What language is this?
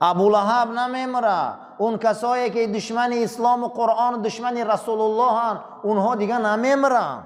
Tajik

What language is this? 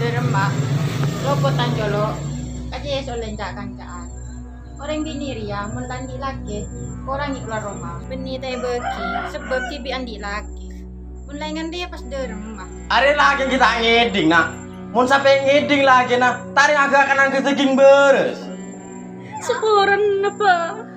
Madurese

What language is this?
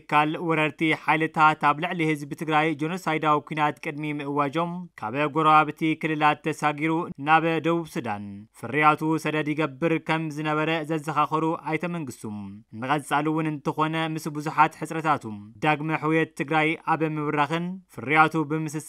Tigrinya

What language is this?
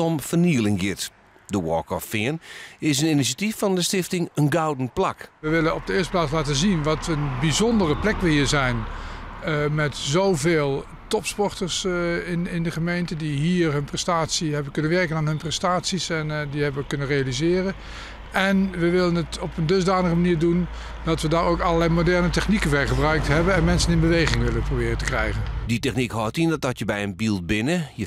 Western Frisian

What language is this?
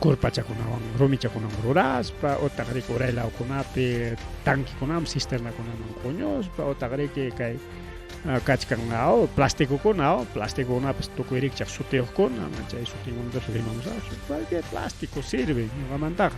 Ayacucho Quechua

